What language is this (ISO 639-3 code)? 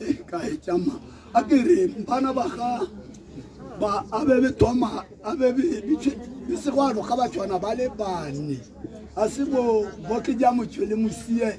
tsn